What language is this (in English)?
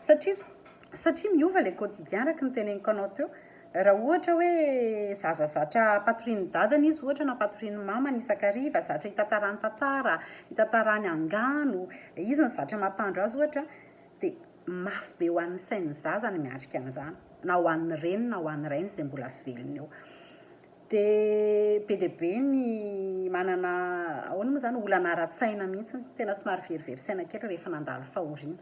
Malagasy